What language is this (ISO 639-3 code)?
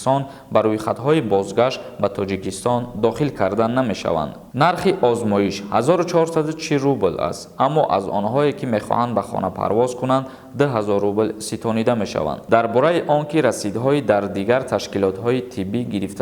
tgk